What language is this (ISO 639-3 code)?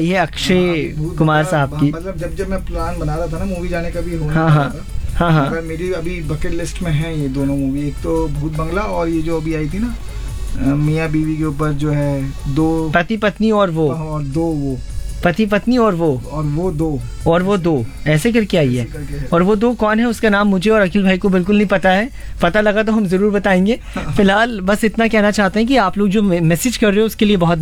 hin